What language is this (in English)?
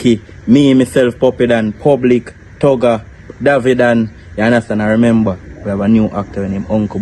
Jamaican Creole English